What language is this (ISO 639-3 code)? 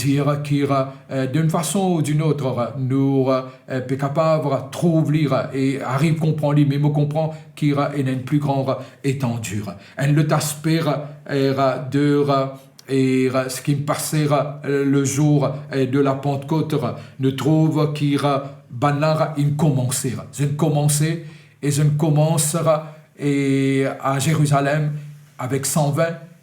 mfe